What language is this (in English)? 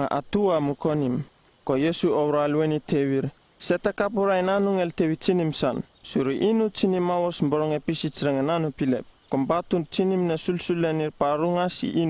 Uripiv-Wala-Rano-Atchin